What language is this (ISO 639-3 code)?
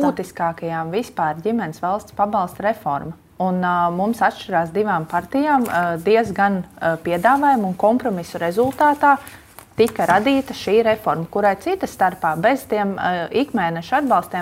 lav